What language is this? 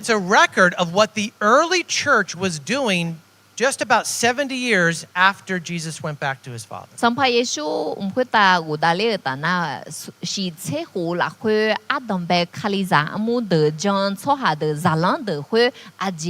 Akha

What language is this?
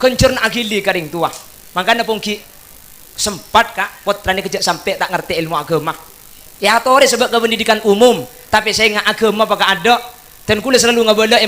Madurese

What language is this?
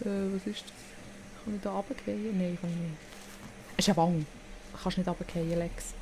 Swiss German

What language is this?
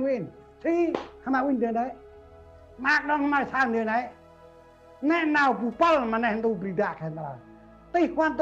Central Mnong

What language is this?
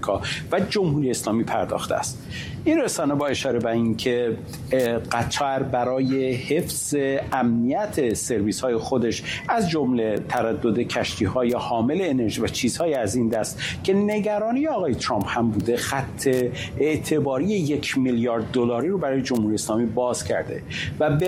Persian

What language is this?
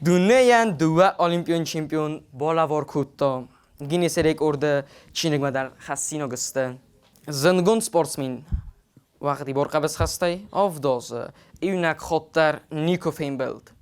Ossetic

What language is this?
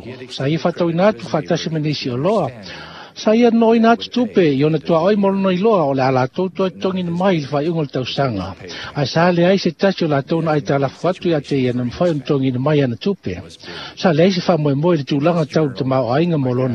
Samoan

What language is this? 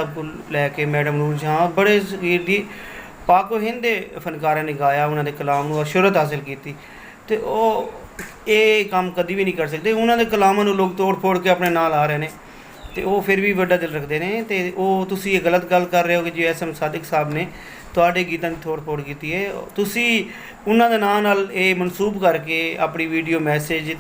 Saraiki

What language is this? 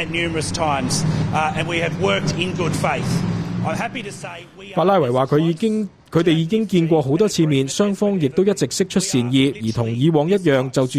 Cantonese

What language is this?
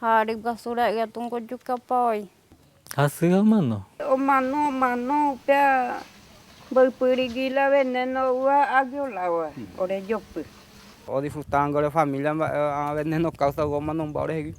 Guarani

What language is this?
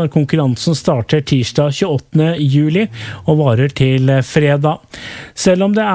Norwegian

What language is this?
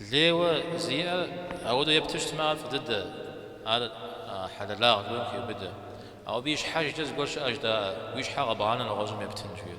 Kabardian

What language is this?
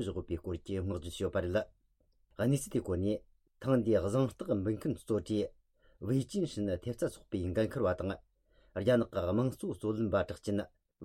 Tibetan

